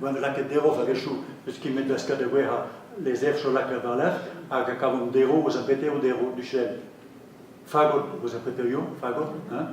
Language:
Breton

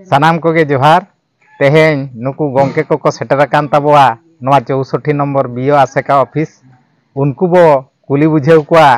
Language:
Santali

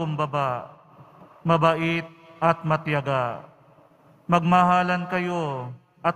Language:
Filipino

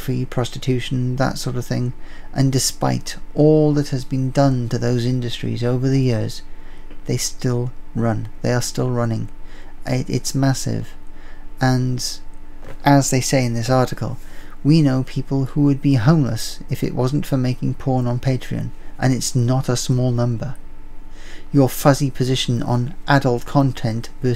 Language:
English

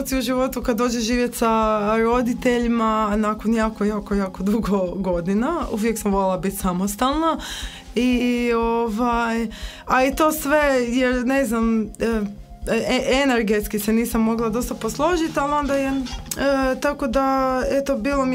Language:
Croatian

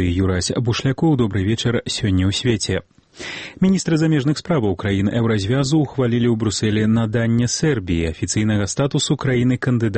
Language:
Belarusian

